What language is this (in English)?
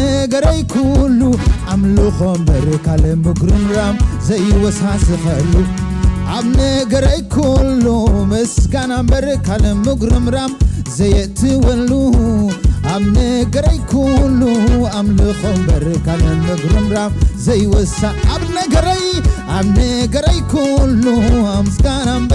Tigrinya